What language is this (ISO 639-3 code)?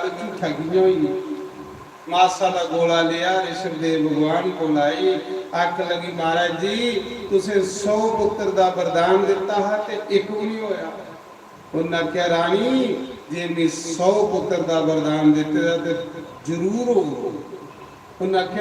doi